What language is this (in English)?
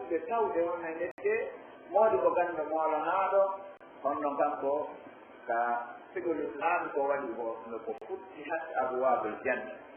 Pular